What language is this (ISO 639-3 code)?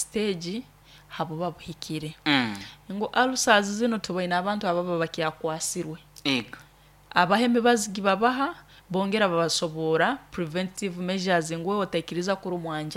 nyo